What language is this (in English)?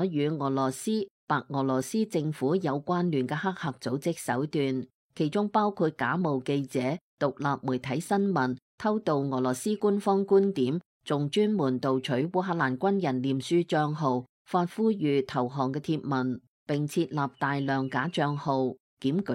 Cantonese